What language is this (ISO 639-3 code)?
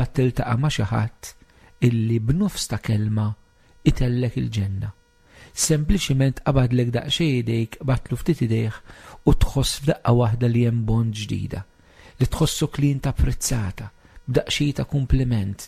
mlt